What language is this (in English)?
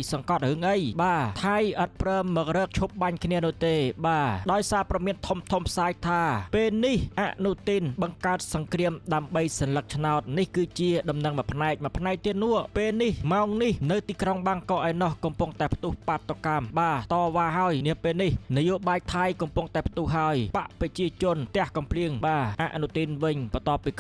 Khmer